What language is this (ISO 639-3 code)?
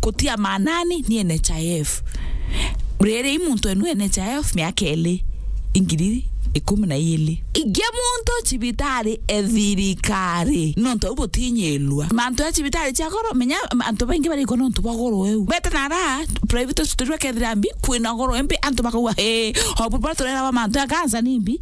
mer